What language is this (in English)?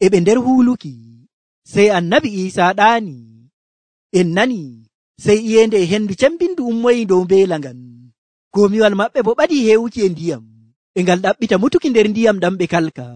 Nigerian Fulfulde